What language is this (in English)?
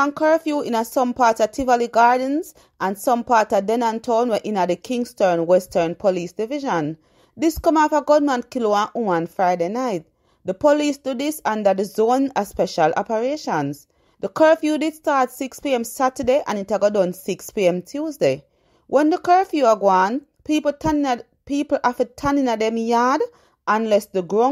Jamaican Creole English